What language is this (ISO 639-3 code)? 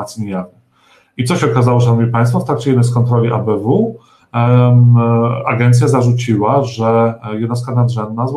pol